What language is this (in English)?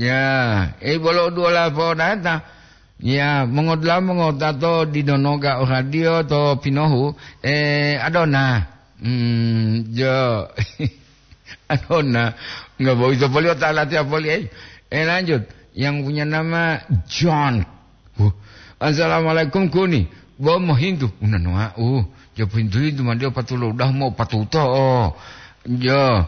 Gorontalo